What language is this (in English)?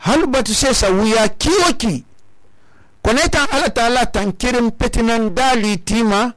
Susu